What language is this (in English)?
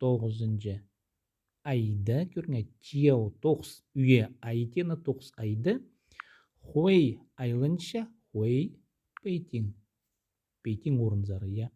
Khakas